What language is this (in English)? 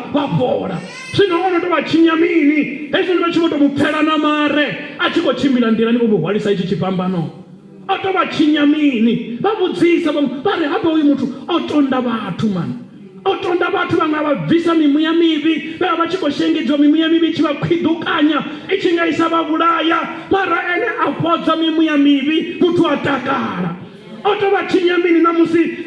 Venda